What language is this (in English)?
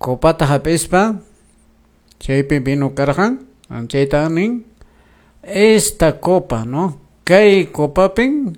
Quechua